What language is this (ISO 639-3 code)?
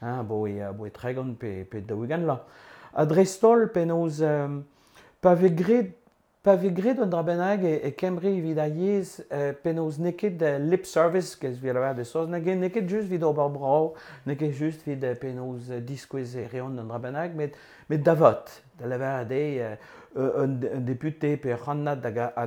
bre